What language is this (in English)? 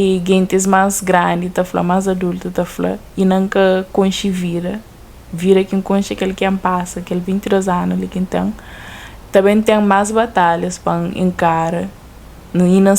Kabuverdianu